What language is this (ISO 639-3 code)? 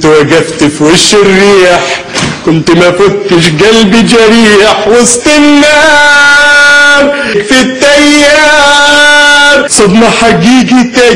arz